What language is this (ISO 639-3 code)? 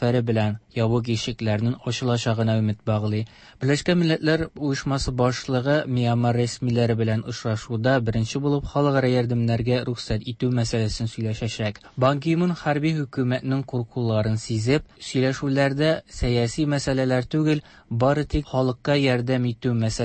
tat